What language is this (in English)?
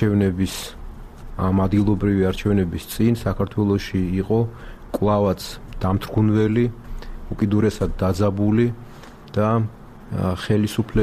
Georgian